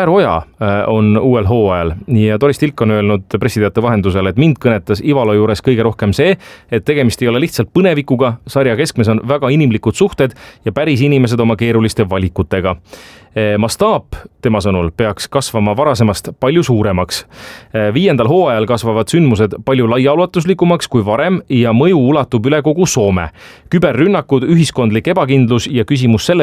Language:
Estonian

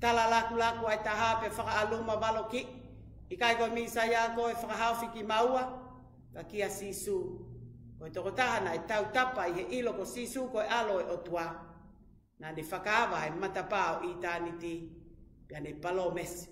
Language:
Tongan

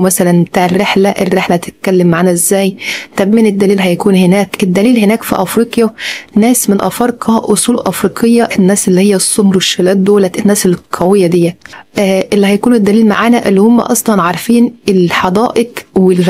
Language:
Egyptian Arabic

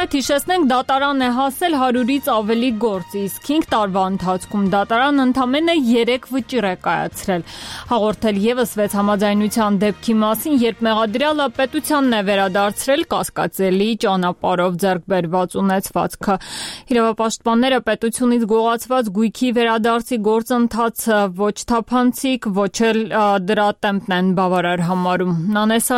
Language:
Armenian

